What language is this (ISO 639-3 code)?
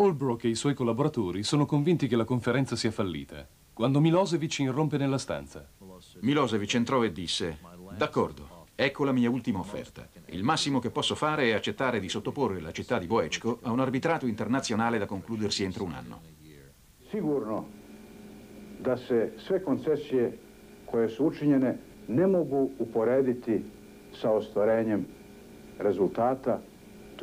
ita